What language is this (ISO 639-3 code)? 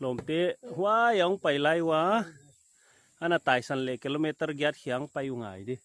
pck